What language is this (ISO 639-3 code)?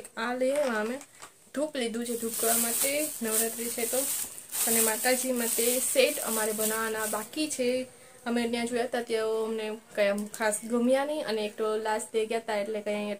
guj